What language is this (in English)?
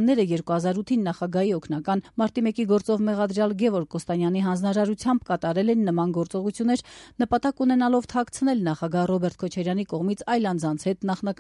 Armenian